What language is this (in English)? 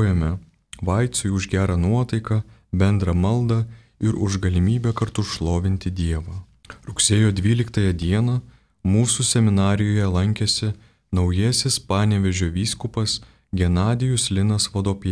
Lithuanian